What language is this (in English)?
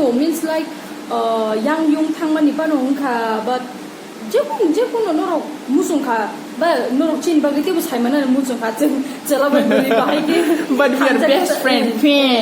Kok Borok